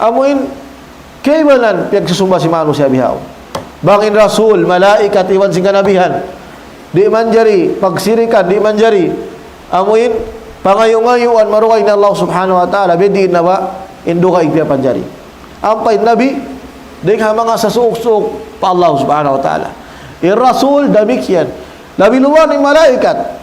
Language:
Tausug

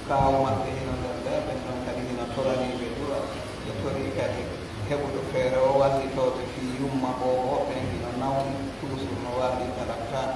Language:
Pular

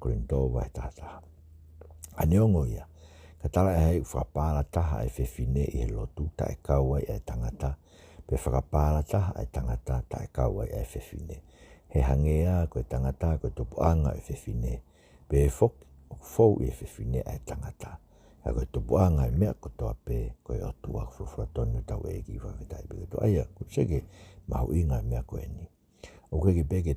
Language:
Tongan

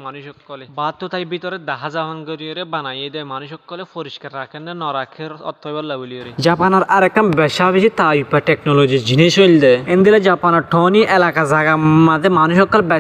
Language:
Rohingya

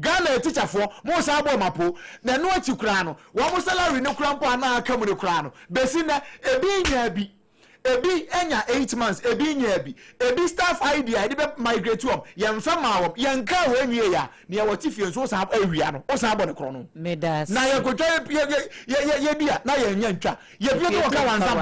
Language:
Akan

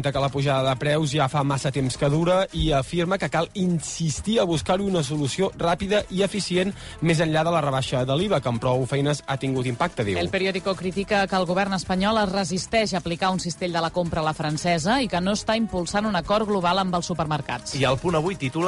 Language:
Catalan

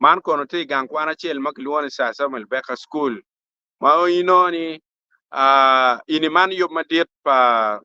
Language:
Acoli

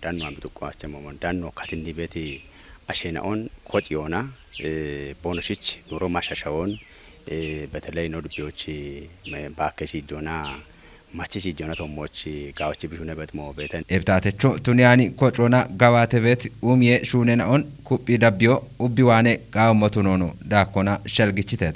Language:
Kafa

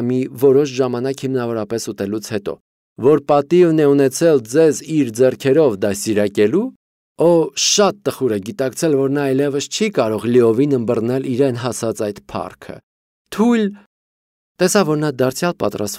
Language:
Armenian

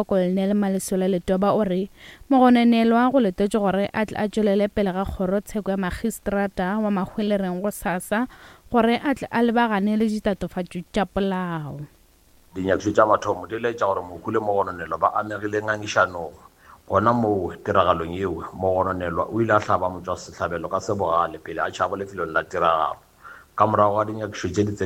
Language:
Northern Sotho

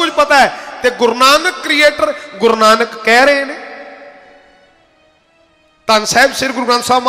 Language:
Punjabi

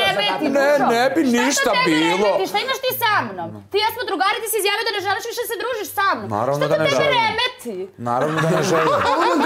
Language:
Serbian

